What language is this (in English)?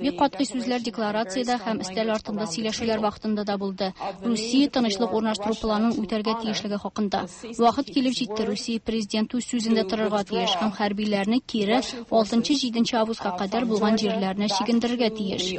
Tatar